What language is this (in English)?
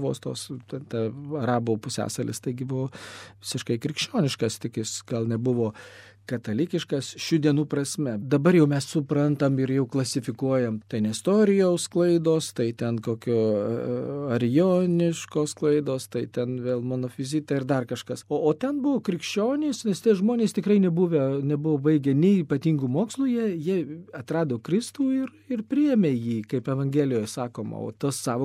Lithuanian